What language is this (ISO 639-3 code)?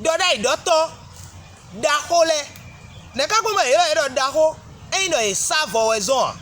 fon